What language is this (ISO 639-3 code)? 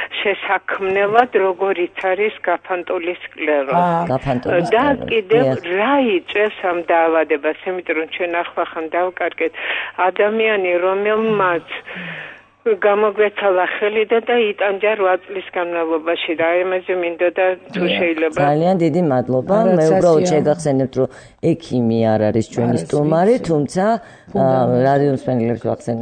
kat